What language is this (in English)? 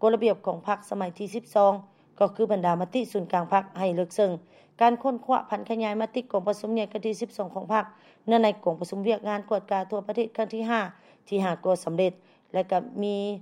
Lao